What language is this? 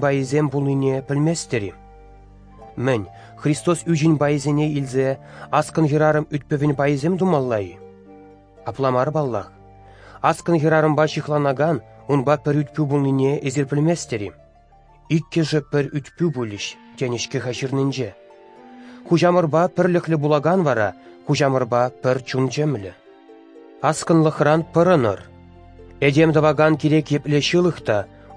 Chuvash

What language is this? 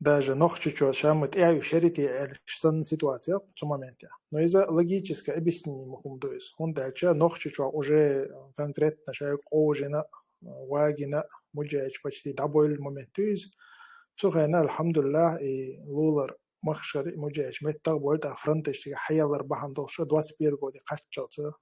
Chechen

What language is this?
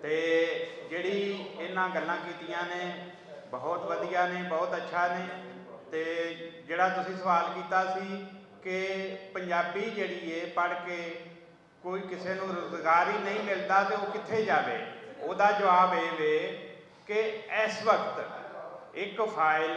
Western Panjabi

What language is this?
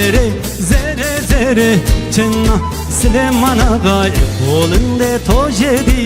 Zaza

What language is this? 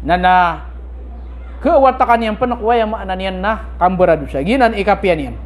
Maranao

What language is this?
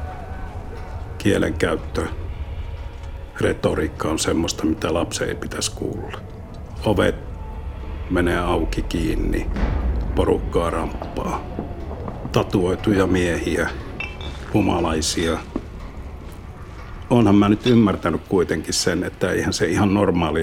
Finnish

